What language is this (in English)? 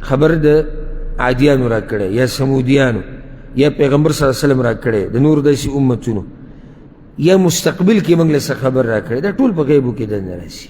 Pashto